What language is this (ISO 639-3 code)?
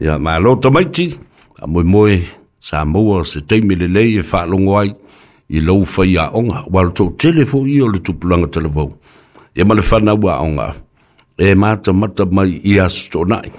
smo